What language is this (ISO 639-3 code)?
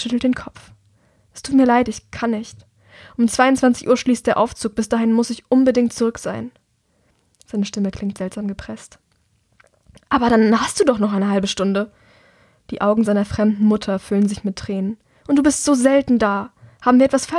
deu